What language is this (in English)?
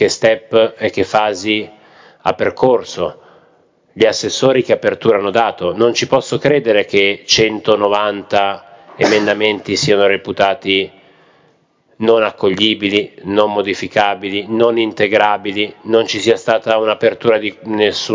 Italian